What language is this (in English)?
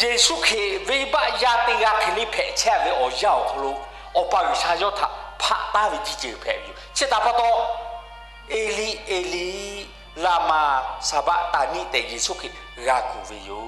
Lahu